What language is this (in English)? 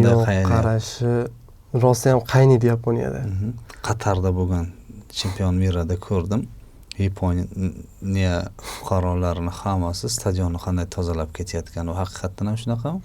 Uzbek